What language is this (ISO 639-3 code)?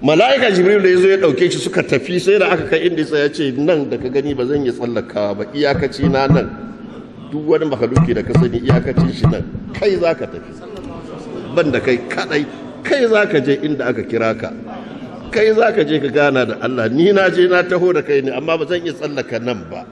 hau